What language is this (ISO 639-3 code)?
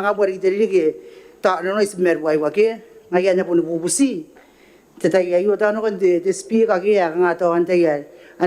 gil